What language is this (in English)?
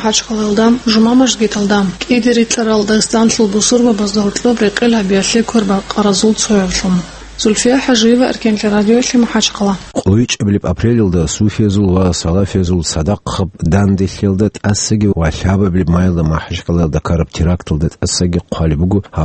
Avaric